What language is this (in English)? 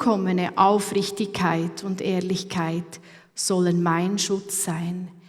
Swiss German